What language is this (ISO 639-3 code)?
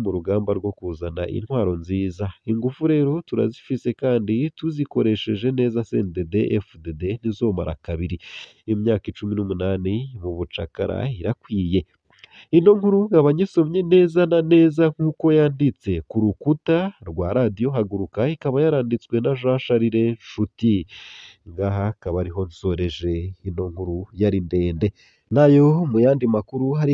run